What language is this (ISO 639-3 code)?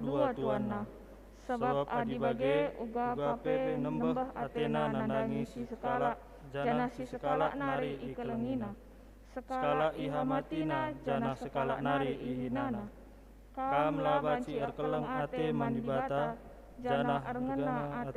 btx